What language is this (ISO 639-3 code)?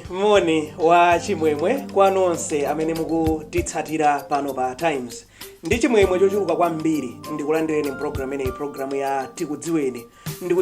nya